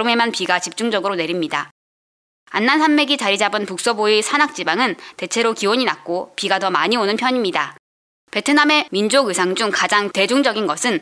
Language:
Korean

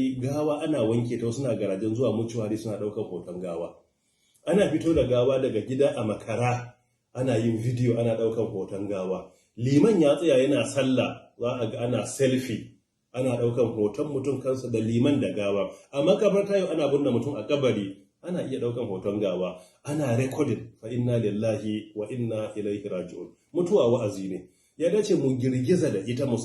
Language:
Hausa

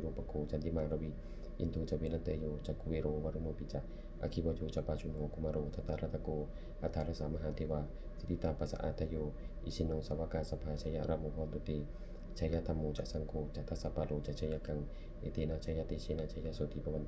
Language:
Pali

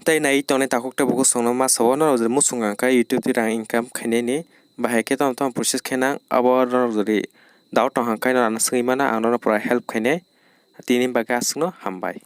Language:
Kok Borok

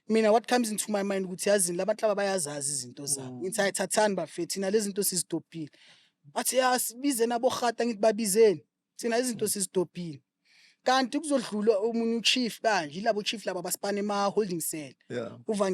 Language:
Zulu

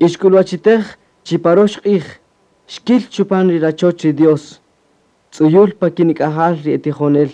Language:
Kaqchikel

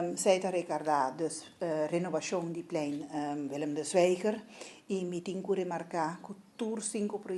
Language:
Papiamento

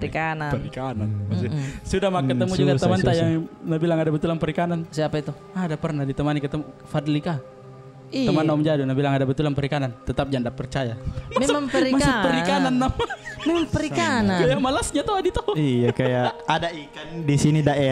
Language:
Makassar Malay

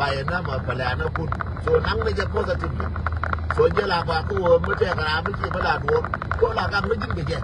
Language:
Nuer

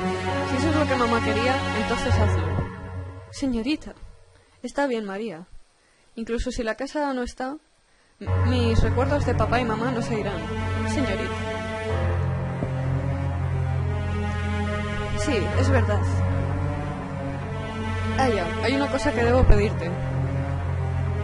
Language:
Spanish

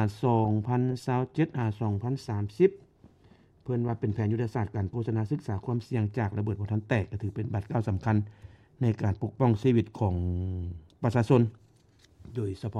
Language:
Lao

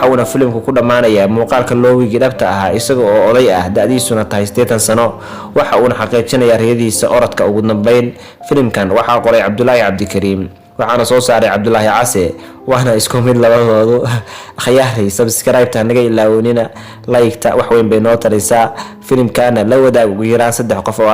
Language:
Somali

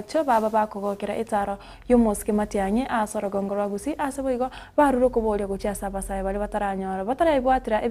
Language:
Gusii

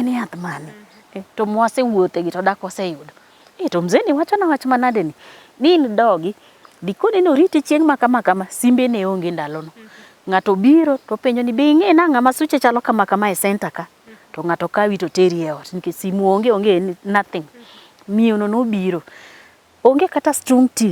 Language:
Luo (Kenya and Tanzania)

